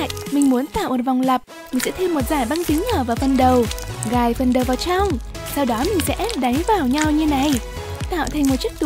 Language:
Vietnamese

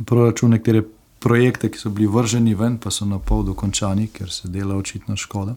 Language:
Slovenian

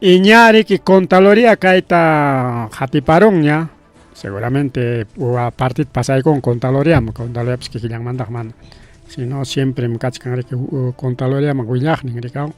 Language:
Ayacucho Quechua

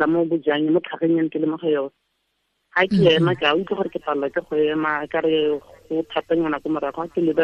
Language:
Tswana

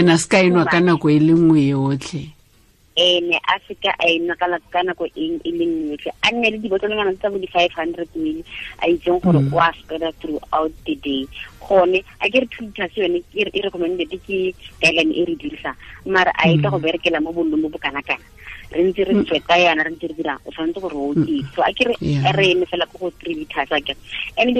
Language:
Tswana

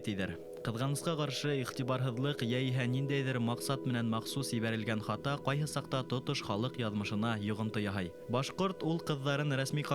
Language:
Bashkir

